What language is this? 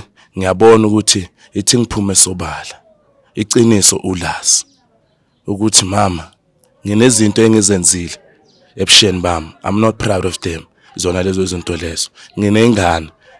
Zulu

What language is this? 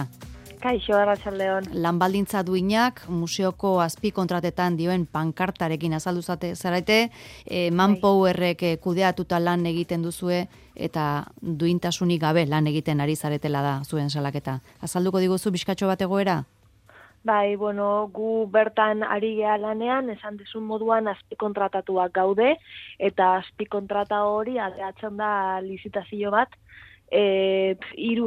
Basque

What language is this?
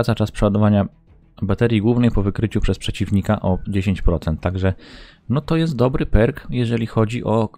Polish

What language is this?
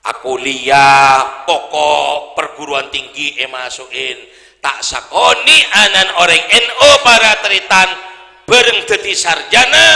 Madurese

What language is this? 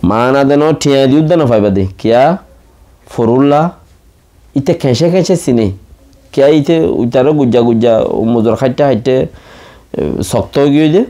Rohingya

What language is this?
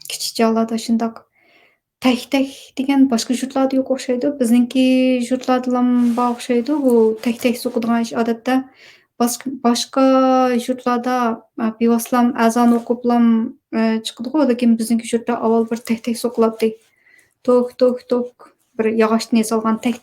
Uyghur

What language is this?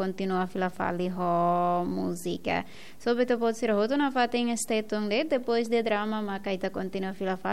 Tetum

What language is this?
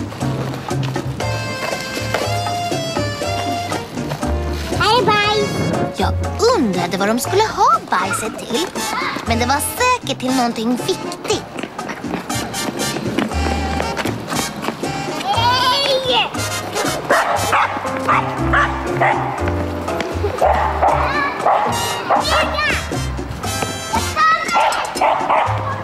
Swedish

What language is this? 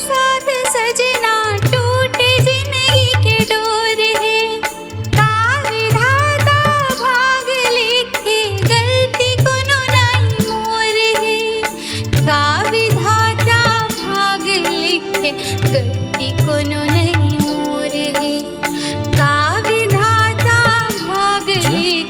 Chhattisgarhi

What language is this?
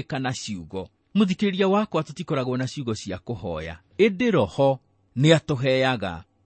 Kikuyu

